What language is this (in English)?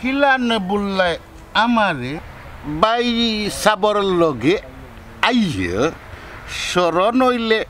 Sylheti